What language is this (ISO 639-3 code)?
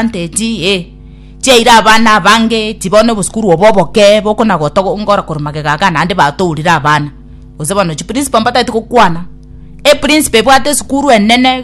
guz